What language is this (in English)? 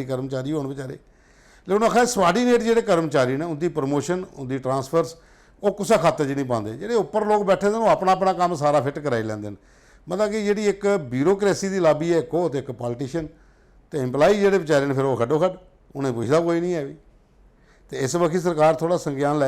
Dogri